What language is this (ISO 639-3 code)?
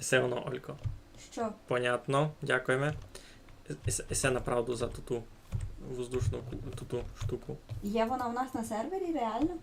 rue